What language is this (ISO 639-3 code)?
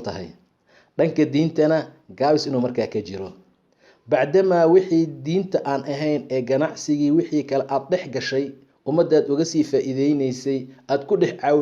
som